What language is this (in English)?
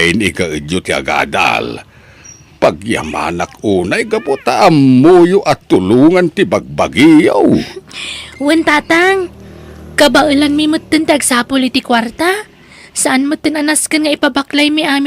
Iloko